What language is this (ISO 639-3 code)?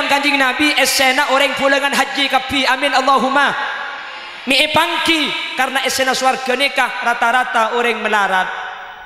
mad